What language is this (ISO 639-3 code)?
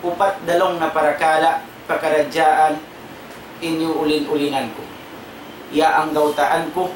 tsg